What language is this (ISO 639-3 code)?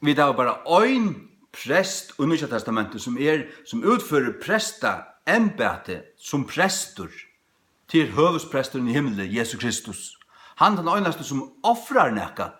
fao